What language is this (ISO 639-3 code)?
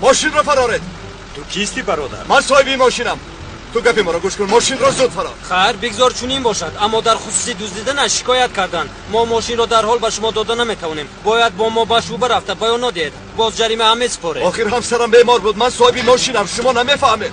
tgk